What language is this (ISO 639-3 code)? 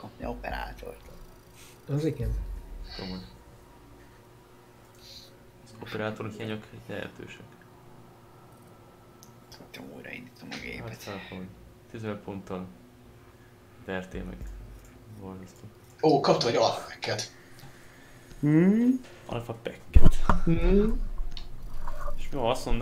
hun